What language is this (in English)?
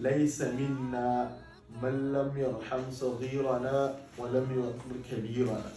Hausa